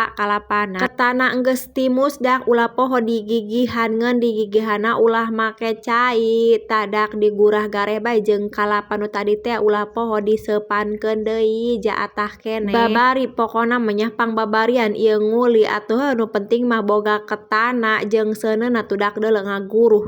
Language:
Sundanese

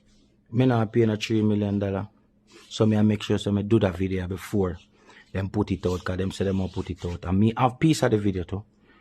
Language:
Jamaican Creole English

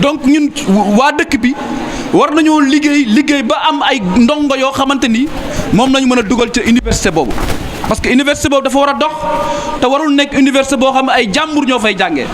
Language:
Wolof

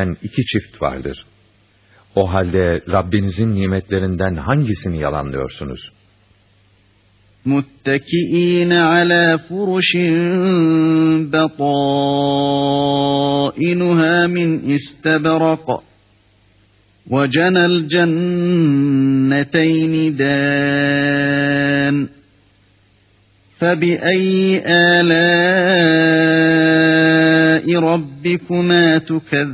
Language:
Turkish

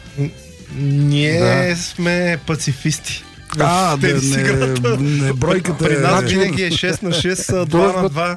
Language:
Bulgarian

